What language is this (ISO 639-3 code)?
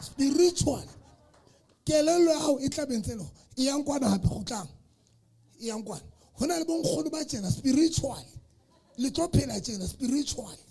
sot